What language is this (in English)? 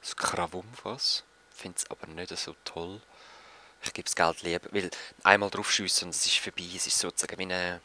Swiss German